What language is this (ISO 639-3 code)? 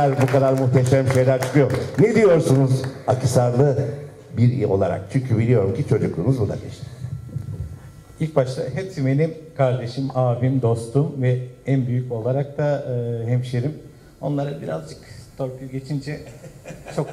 tur